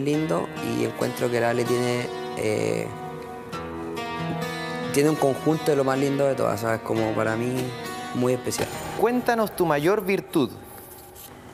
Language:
Spanish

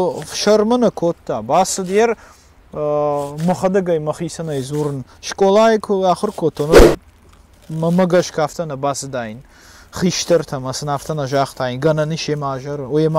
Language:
Ossetic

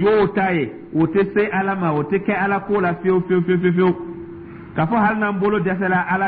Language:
Dyula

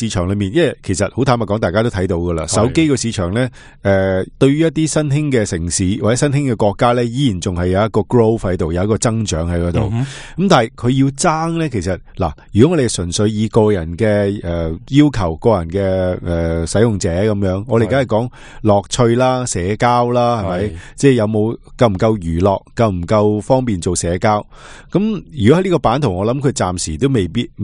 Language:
Cantonese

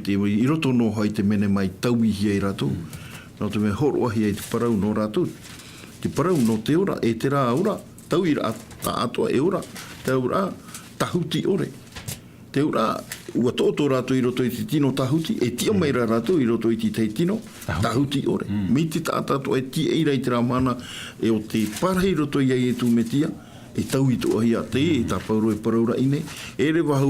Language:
Tahitian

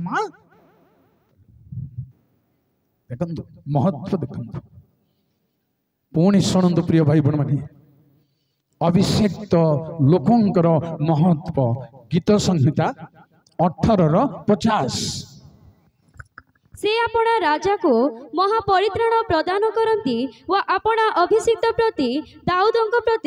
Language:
Odia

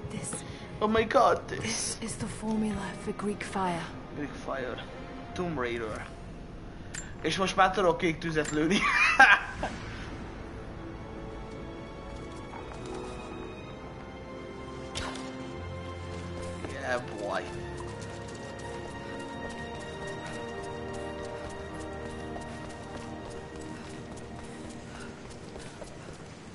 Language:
Hungarian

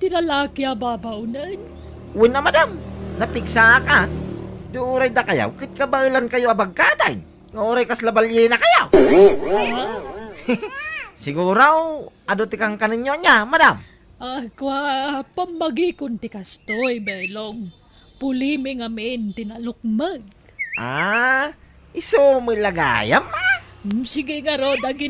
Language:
Iloko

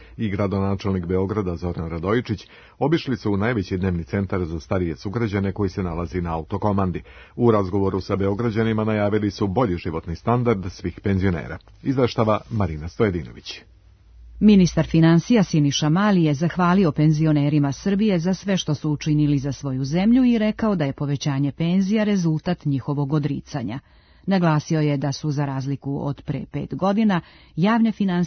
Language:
Serbian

